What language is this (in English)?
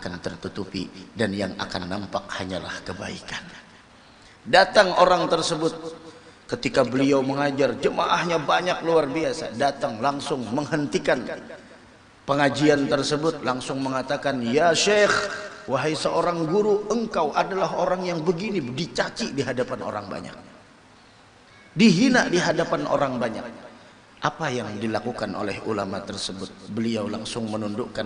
Indonesian